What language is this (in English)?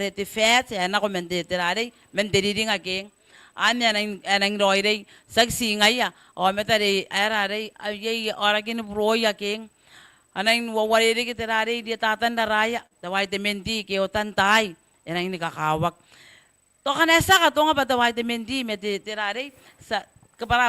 Gilbertese